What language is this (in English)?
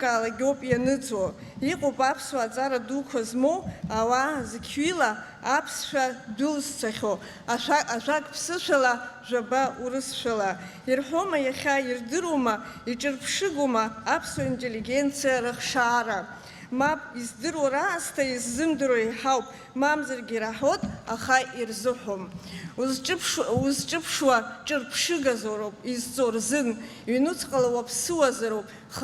Abkhazian